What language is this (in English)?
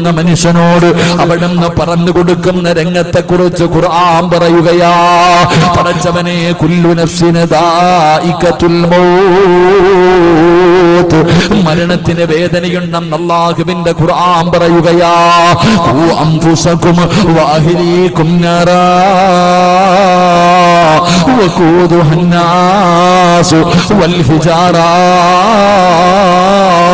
Malayalam